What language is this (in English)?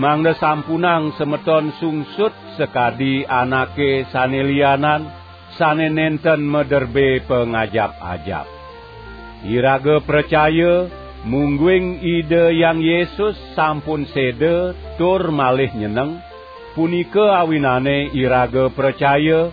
Balinese